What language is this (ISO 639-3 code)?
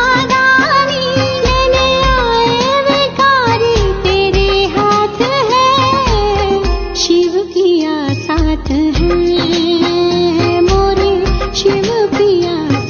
kan